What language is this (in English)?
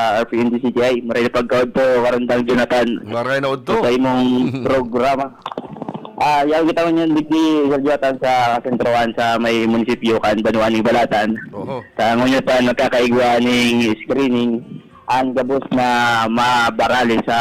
Bikol